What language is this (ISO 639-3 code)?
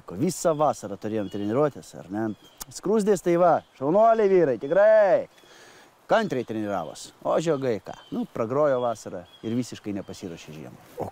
lit